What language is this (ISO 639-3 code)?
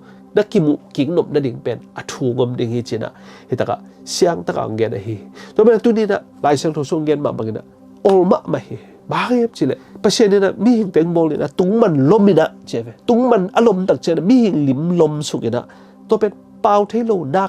ctd